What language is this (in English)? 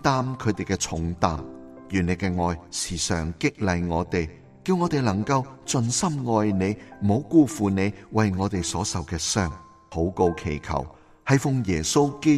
Cantonese